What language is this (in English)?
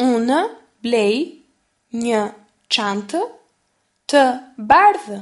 Albanian